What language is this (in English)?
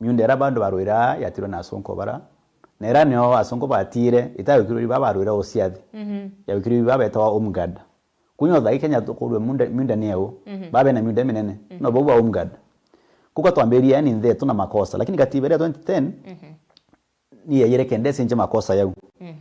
Meru